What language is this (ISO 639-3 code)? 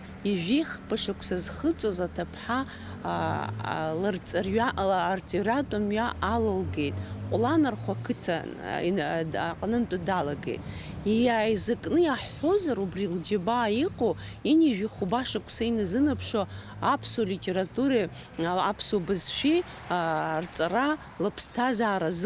abk